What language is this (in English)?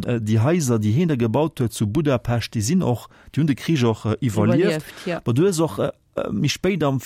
Luxembourgish